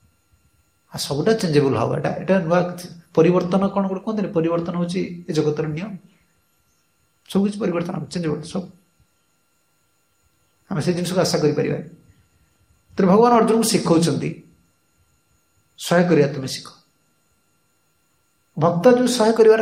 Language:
Odia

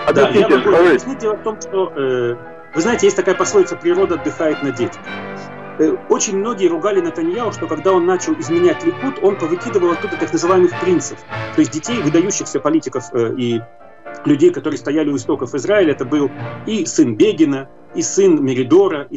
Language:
Russian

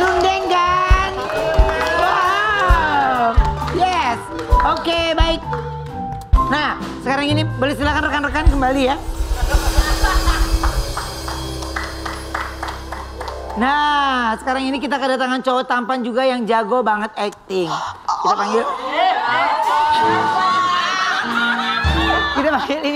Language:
Indonesian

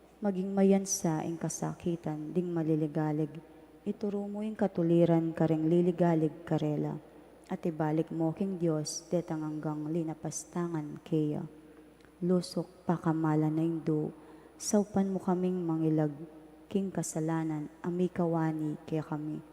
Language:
Pampanga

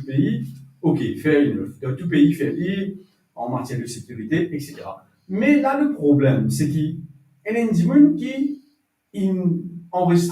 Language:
Morisyen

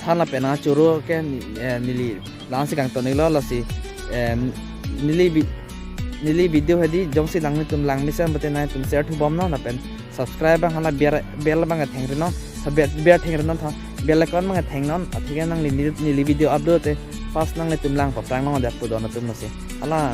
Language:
Karbi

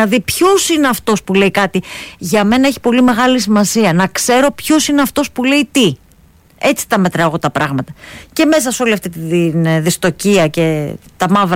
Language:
Greek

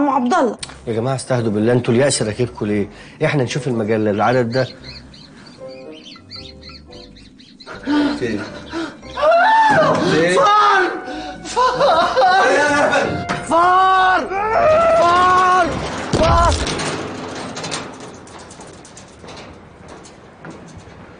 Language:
Egyptian Arabic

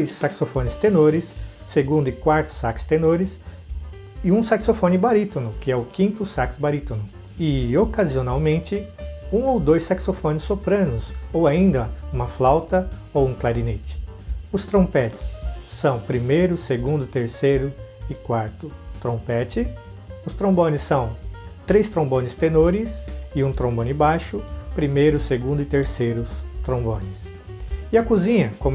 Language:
Portuguese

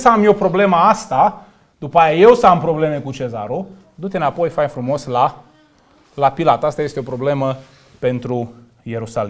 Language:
Romanian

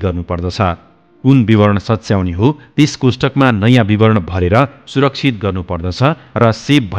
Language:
Nepali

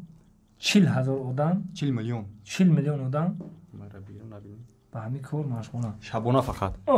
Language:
Tajik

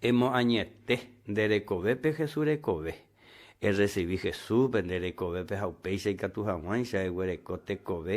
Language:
Guarani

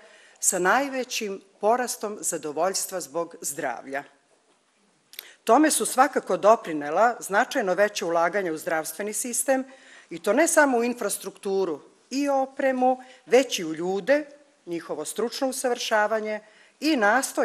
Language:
Serbian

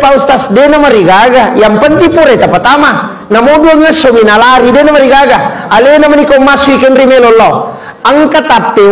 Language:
Buginese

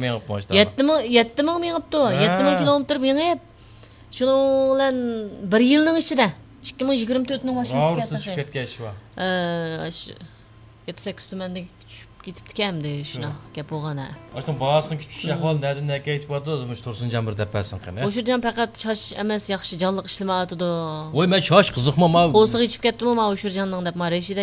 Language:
Uyghur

